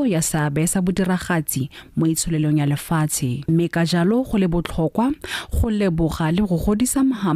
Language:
Tswana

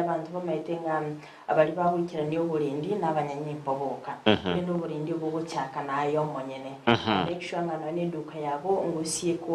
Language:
Gusii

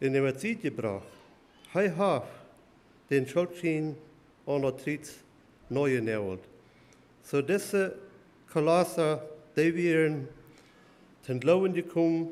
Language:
Plautdietsch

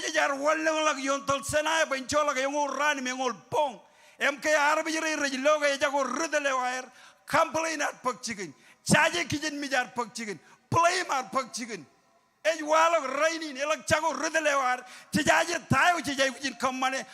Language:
Marshallese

